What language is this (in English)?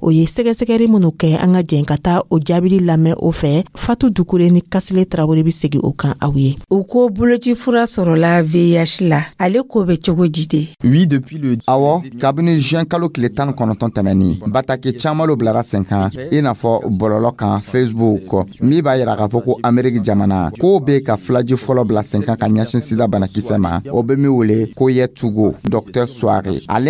Dyula